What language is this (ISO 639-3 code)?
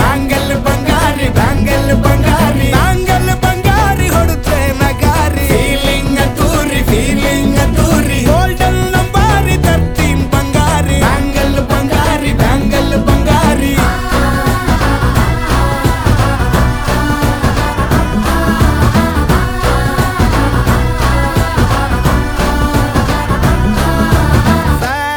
kan